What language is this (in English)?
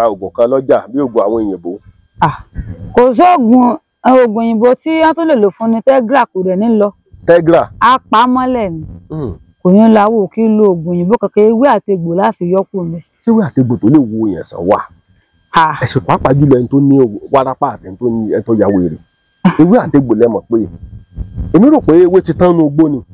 Yoruba